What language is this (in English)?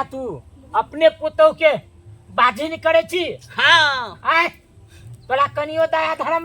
Maithili